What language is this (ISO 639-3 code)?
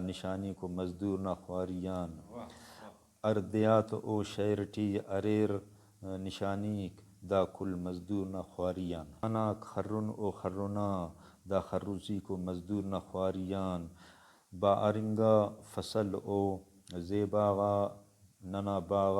brh